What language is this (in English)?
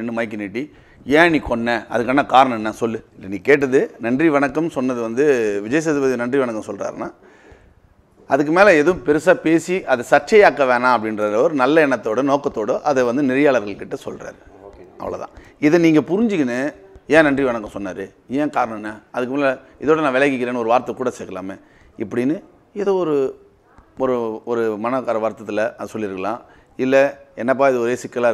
Tamil